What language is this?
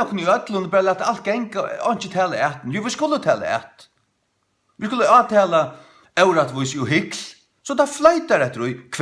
Faroese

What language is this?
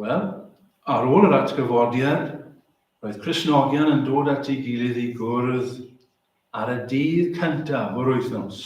Welsh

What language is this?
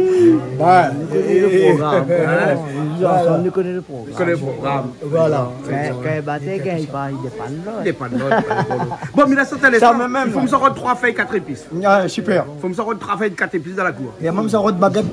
Réunion Creole French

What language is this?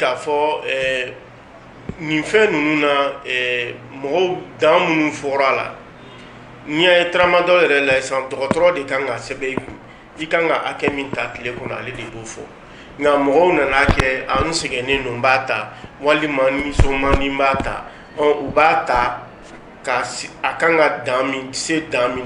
Bambara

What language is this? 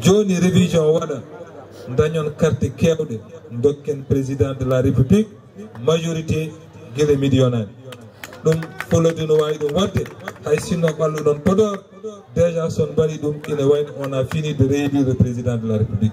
Fula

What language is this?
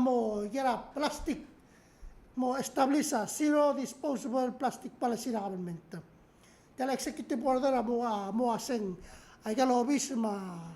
Palauan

